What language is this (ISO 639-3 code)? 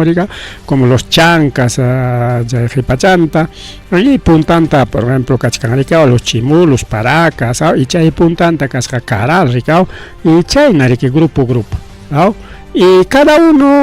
quy